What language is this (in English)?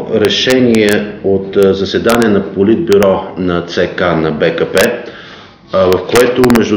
Bulgarian